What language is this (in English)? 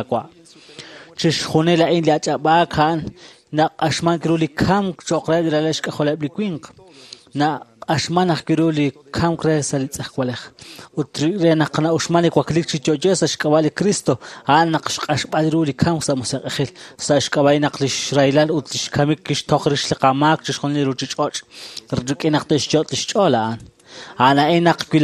Kekchí